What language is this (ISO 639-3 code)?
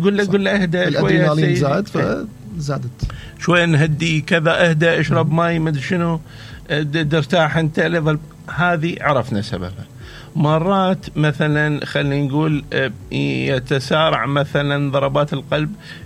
acm